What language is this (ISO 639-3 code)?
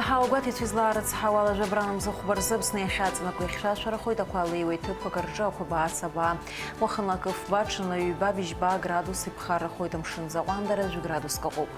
abk